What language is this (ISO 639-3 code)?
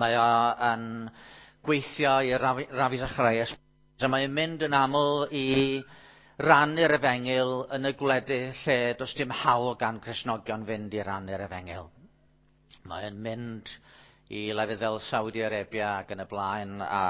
cym